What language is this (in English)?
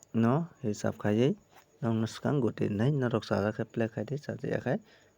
Kok Borok